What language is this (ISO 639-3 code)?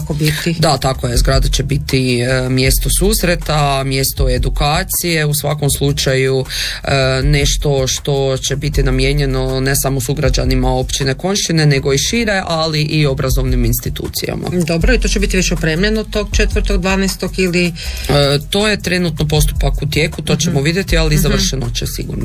hrv